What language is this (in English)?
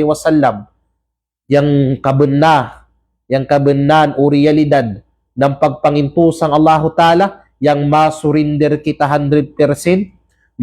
Kalagan